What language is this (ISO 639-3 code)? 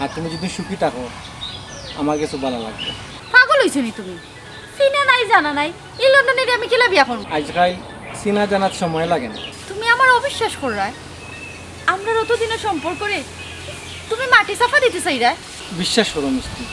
syl